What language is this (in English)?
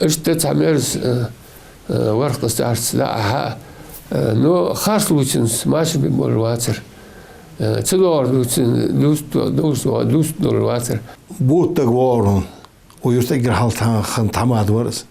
Ingush